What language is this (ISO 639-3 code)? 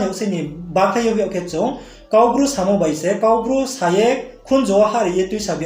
ria